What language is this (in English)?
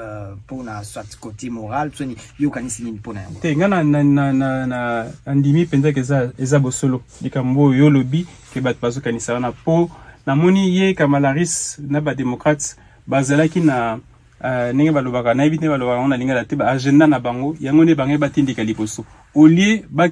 Lingala